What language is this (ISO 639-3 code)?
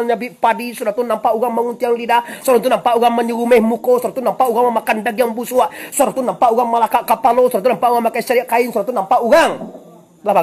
min